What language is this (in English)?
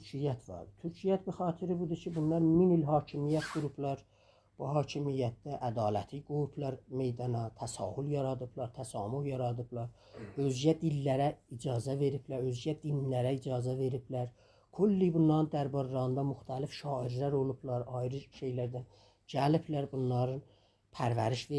South Azerbaijani